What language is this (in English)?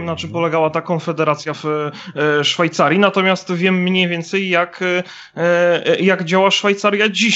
Polish